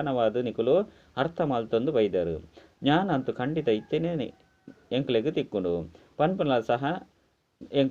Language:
Tulu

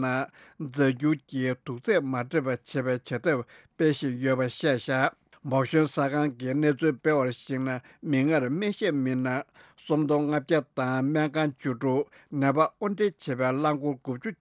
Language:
Tibetan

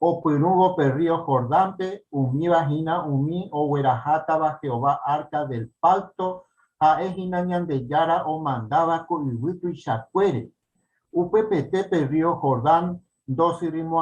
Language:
Guarani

